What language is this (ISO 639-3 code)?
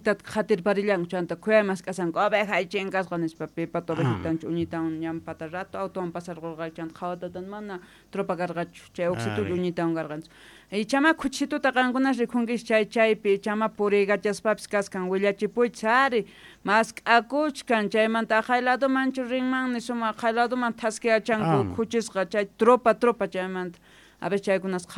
quh